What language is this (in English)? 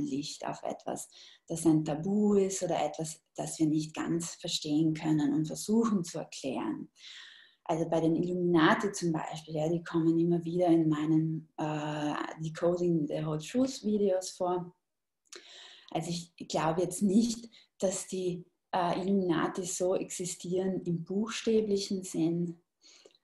German